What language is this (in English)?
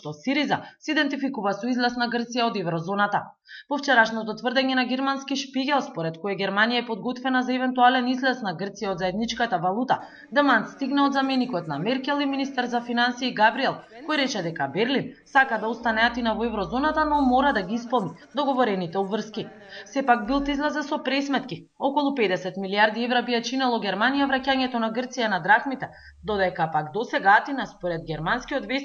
Macedonian